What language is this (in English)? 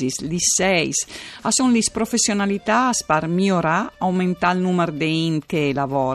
Friulian